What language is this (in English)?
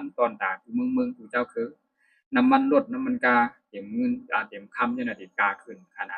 Shan